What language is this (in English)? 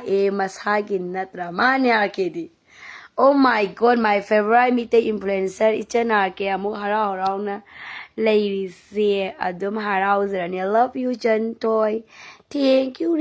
Manipuri